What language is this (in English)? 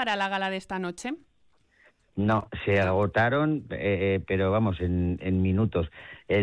Spanish